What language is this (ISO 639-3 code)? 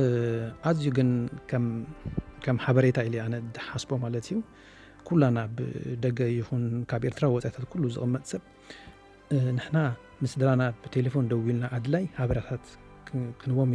tir